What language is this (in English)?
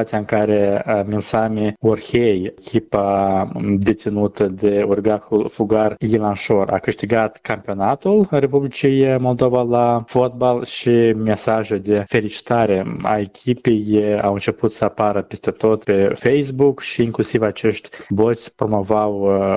Romanian